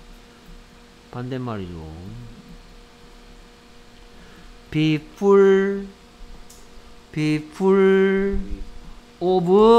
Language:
Korean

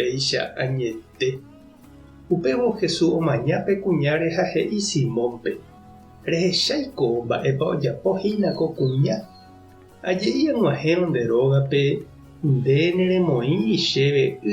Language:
Guarani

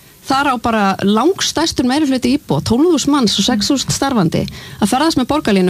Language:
Icelandic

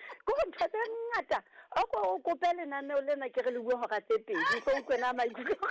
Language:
Southern Sotho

